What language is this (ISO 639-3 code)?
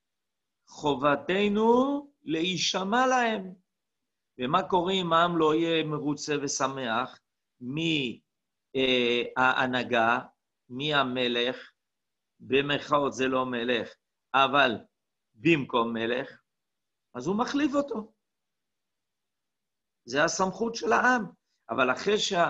heb